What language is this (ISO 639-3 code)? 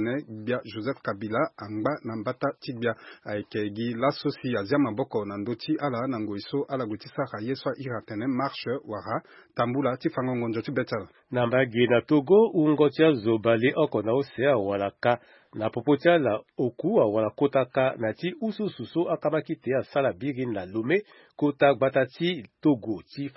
sag